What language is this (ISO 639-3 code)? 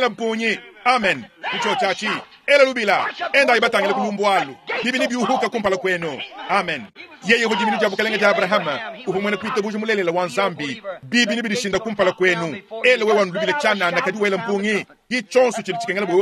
lua